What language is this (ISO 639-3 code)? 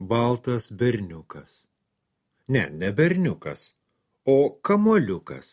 lit